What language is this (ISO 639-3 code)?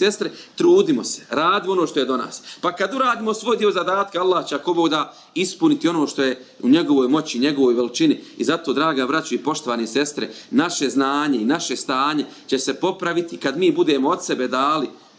bos